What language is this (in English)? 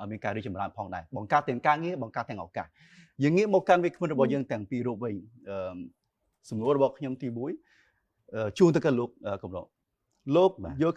Khmer